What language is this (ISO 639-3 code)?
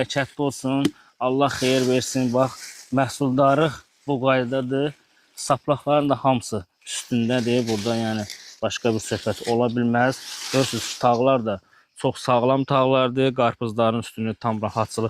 aze